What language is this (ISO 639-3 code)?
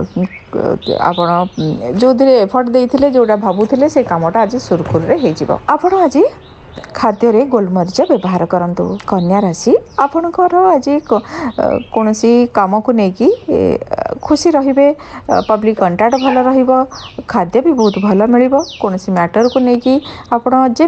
ori